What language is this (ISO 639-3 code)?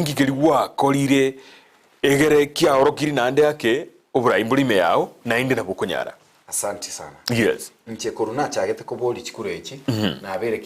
guz